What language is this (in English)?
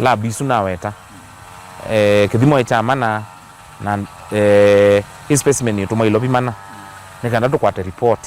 Kamba